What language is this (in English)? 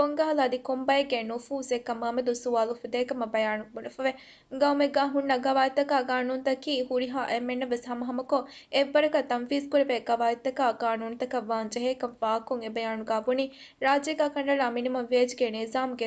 Divehi